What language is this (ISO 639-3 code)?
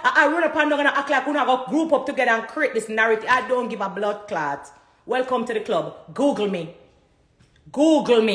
jam